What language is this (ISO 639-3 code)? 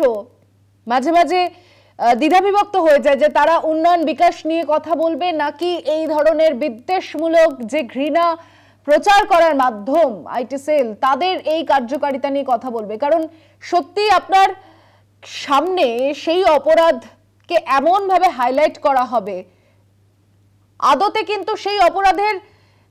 ben